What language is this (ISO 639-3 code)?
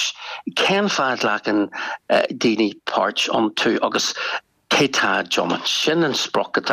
gle